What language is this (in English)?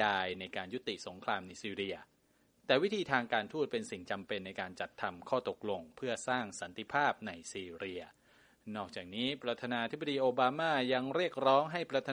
Thai